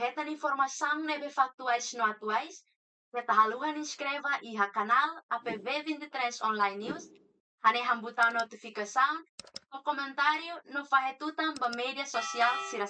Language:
Tetum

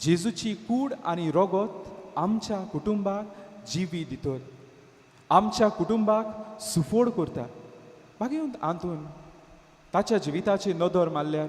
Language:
Konkani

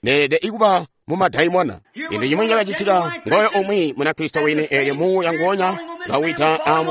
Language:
Tonga (Zambia)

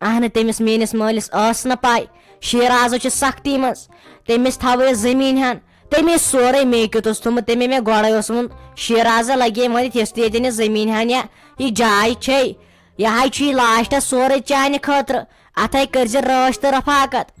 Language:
Kashmiri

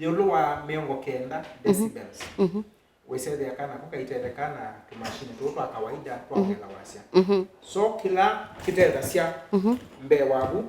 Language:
Kamba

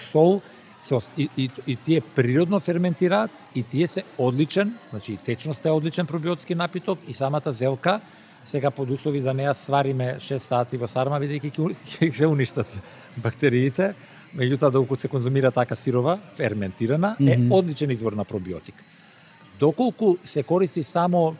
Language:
Macedonian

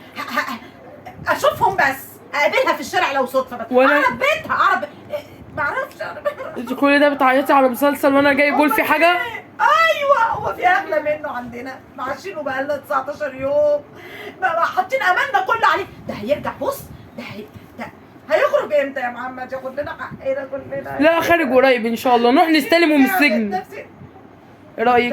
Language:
Egyptian Arabic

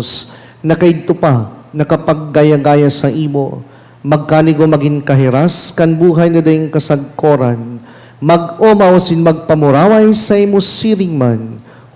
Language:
Bikol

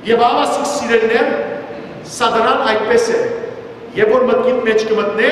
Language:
Western Armenian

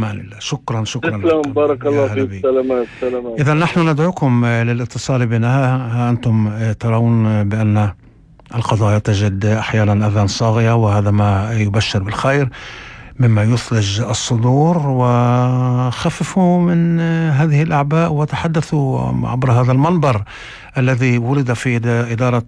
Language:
North Levantine Arabic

